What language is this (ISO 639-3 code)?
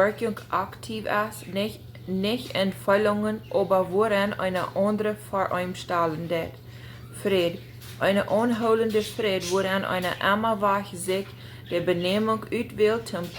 pdt